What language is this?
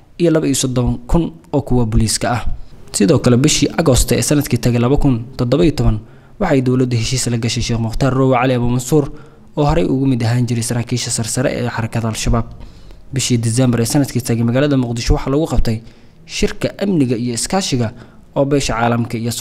Somali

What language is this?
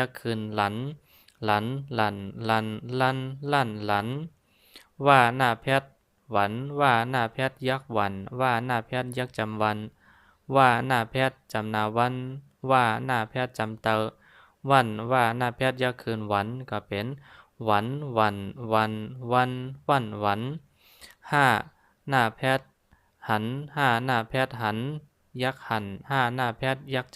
Shan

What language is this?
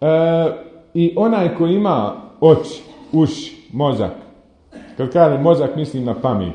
Bosnian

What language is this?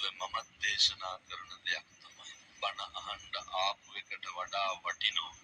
Sinhala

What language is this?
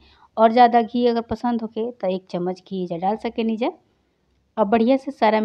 Bhojpuri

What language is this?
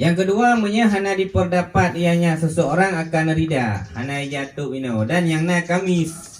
Achinese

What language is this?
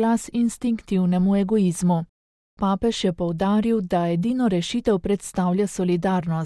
Slovenian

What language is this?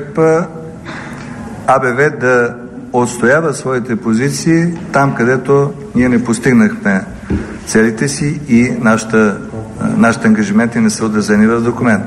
Bulgarian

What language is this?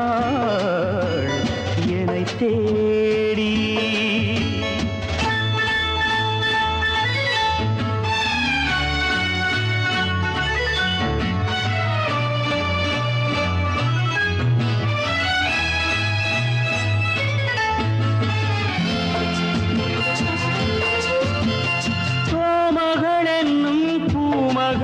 Tamil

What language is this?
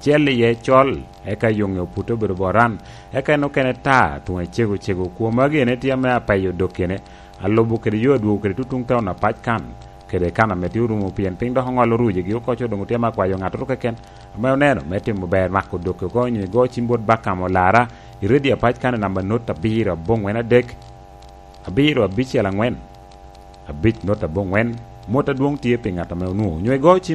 Lango (Uganda)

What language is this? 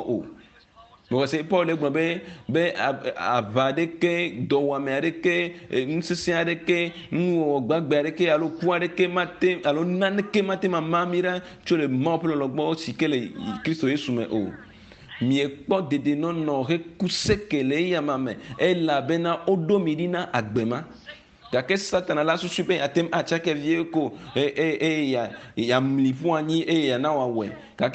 Ewe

